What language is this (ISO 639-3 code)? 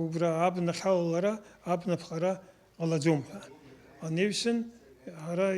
abk